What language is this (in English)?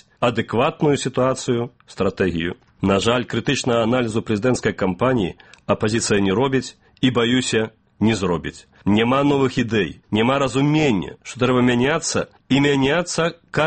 Belarusian